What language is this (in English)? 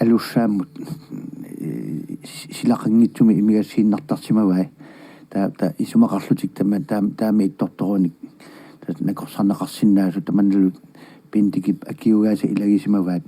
Kalaallisut